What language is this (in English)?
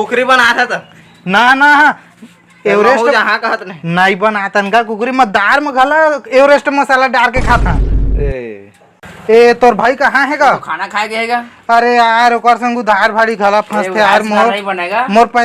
Chhattisgarhi